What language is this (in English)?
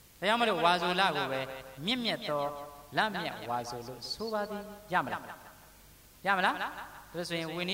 Burmese